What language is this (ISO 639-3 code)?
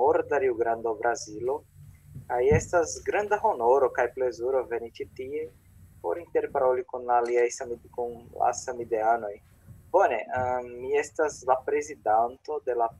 epo